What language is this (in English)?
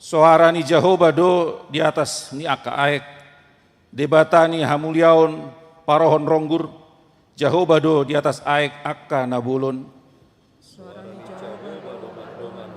Batak Toba